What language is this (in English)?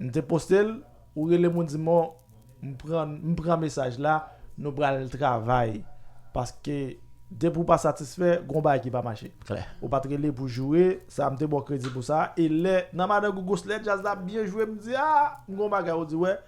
Haitian Creole